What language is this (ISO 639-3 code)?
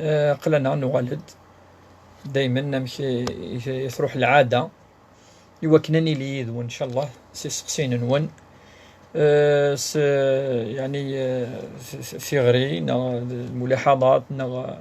kab